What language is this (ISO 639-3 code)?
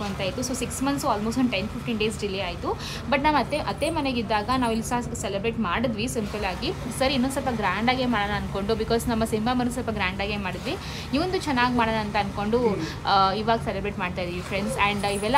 kan